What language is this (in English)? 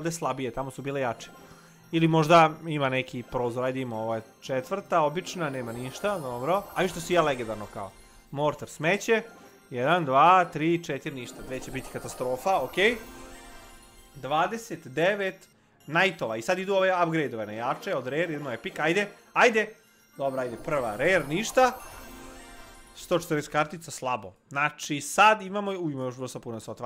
Croatian